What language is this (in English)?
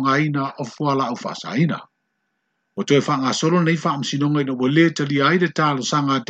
Samoan